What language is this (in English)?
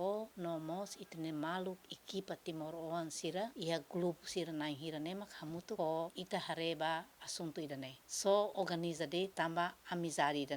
Tetum